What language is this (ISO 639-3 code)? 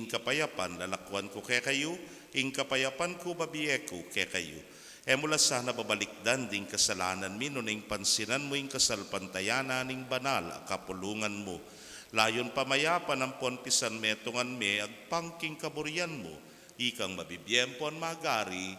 pam